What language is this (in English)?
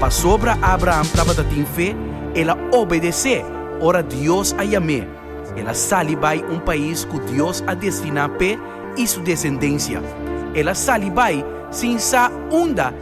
Papiamento